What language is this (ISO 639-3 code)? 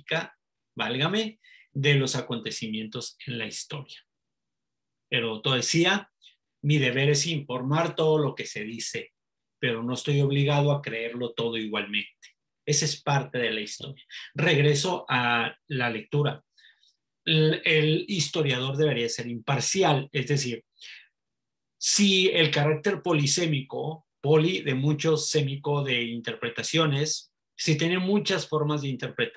spa